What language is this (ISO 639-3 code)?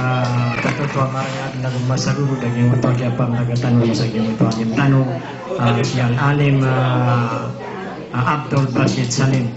mrw